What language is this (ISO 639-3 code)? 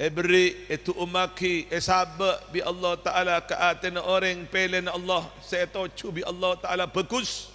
mad